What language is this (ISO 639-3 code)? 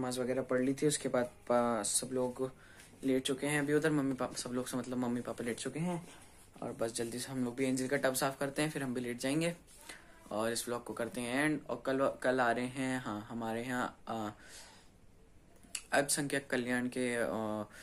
hin